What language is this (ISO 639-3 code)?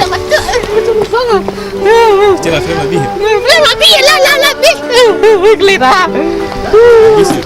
min